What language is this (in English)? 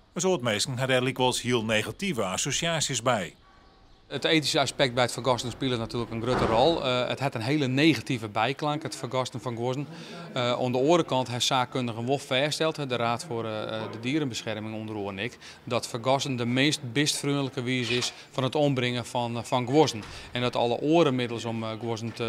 Western Frisian